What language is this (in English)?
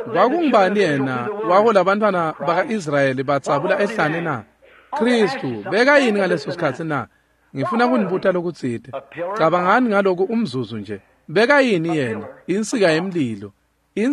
Swati